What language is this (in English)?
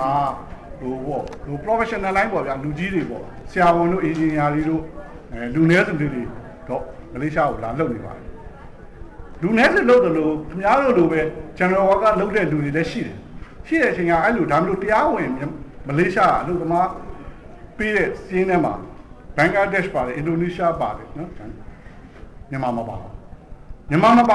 Burmese